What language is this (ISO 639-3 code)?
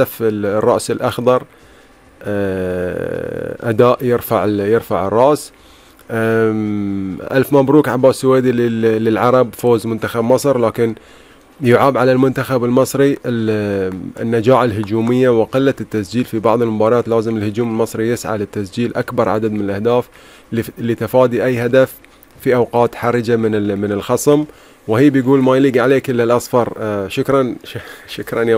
afb